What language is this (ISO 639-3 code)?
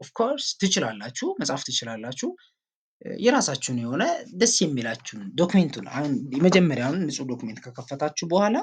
amh